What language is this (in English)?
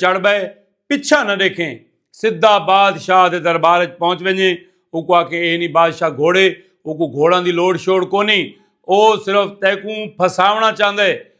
Saraiki